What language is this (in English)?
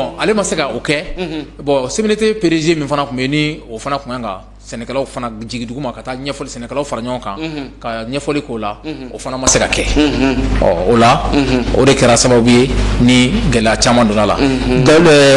Bambara